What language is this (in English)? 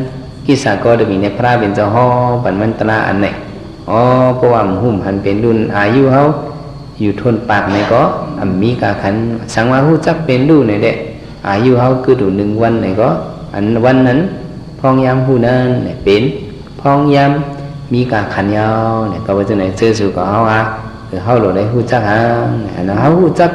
Shan